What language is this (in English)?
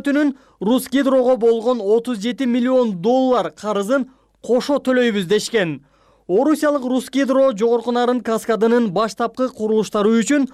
Kyrgyz